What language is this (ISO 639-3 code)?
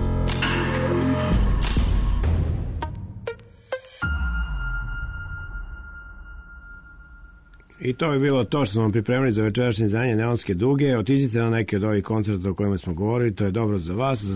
srp